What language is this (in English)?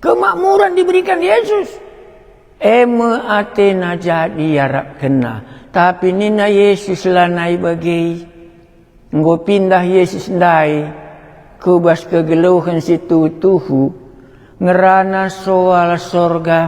Batak Karo